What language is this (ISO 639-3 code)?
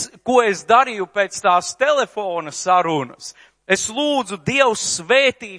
lav